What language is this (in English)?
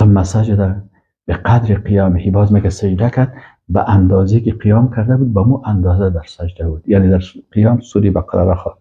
Persian